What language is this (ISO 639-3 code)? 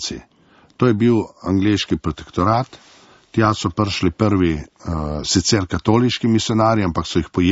slv